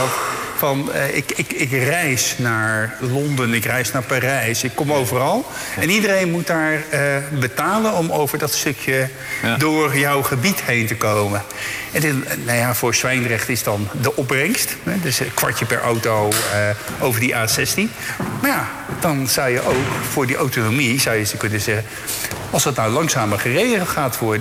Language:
Dutch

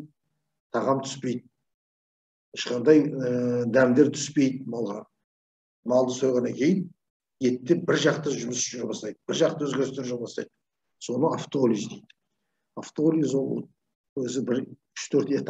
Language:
Kazakh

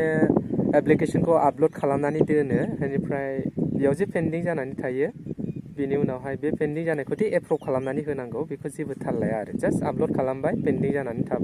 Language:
Bodo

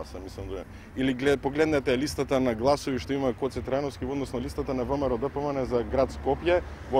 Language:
Macedonian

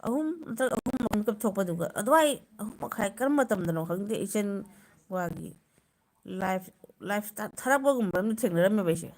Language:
Manipuri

